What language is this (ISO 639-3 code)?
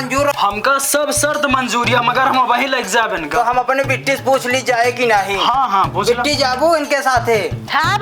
awa